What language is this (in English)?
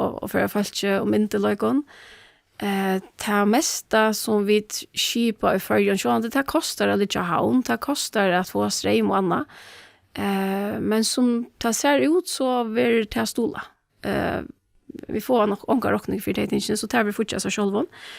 Faroese